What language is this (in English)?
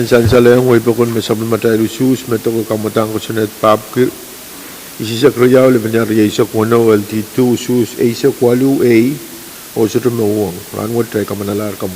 Pohnpeian